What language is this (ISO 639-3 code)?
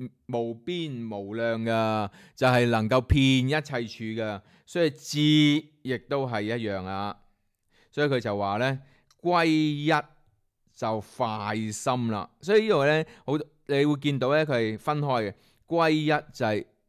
yue